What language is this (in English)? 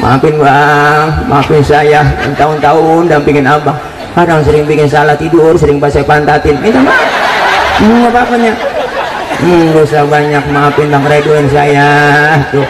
Betawi